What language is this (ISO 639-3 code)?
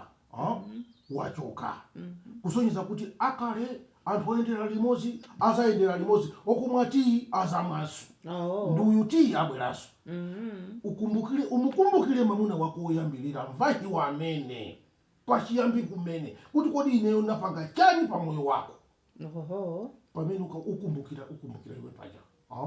nya